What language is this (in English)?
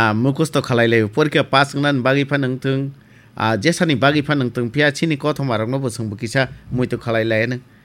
Kok Borok